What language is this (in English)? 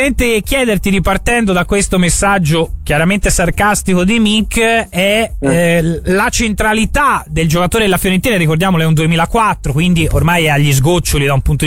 Italian